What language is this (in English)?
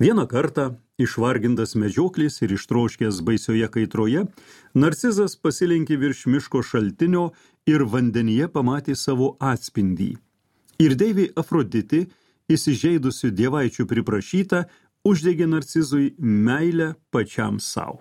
Lithuanian